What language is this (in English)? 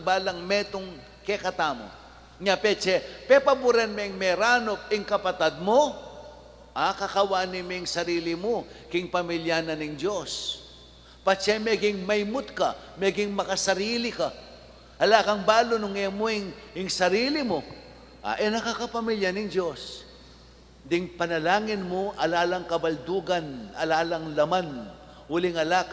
Pampanga